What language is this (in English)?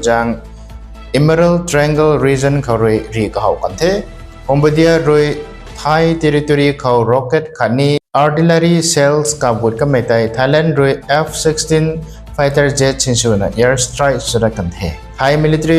Rongmei Naga